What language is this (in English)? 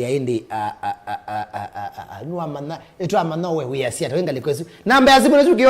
Kamba